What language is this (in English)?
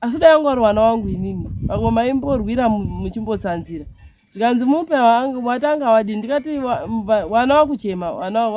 Shona